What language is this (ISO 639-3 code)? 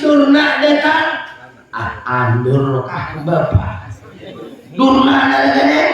bjn